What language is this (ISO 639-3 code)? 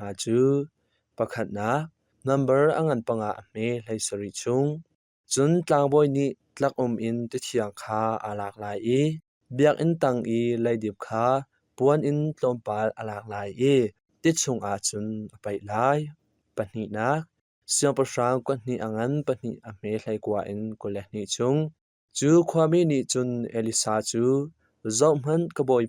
cnh